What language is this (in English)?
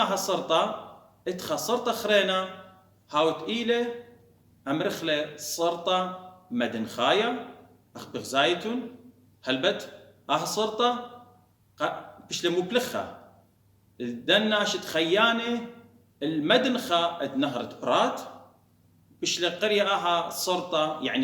Assyrian Neo-Aramaic